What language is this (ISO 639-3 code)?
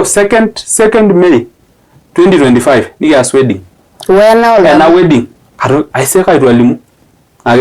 mas